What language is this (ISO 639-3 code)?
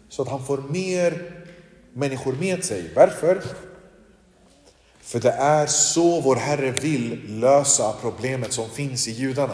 swe